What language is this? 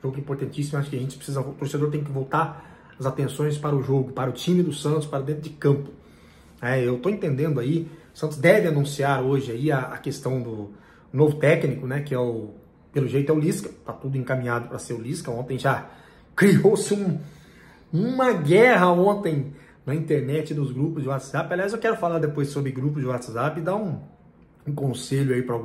Portuguese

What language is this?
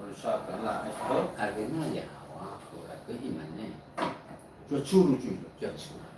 Nias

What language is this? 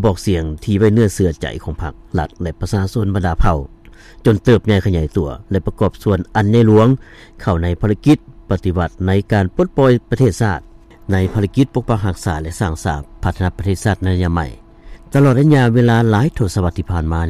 Lao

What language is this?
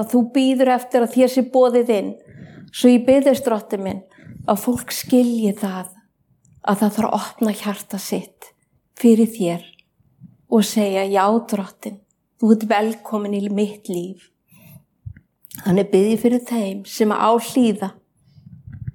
Icelandic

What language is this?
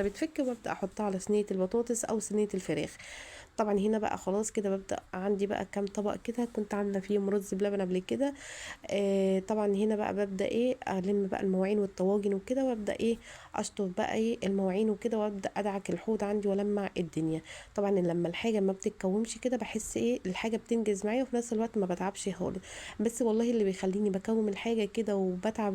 Egyptian Arabic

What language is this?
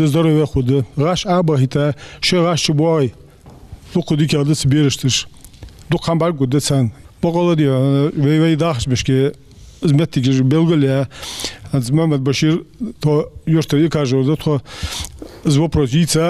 Ingush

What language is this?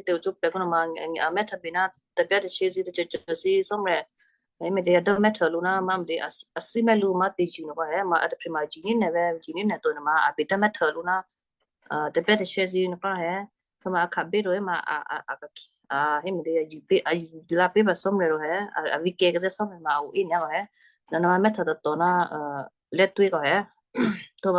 Western Kayah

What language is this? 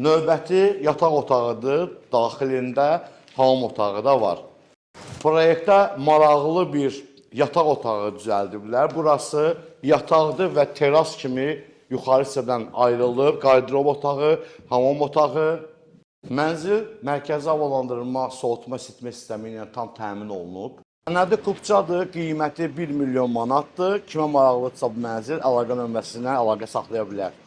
Azerbaijani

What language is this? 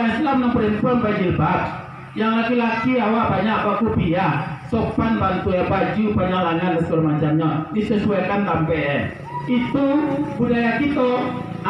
Minangkabau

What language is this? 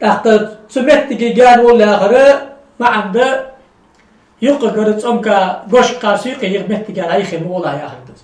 Ingush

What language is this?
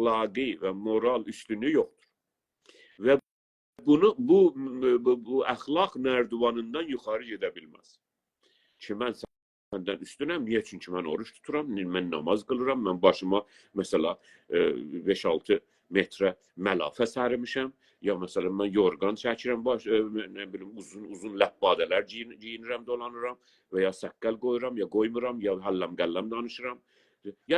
South Azerbaijani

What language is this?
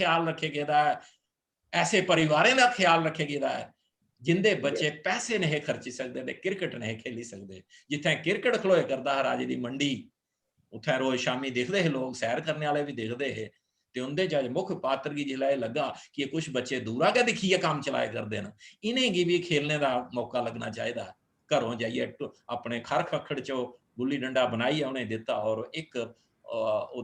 Dogri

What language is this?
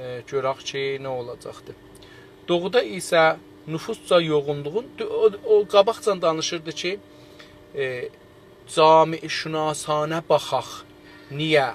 South Azerbaijani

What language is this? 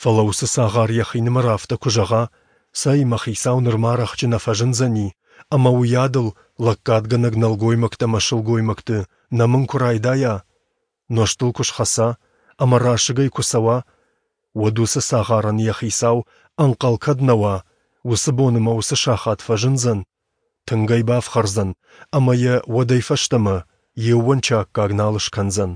Ossetic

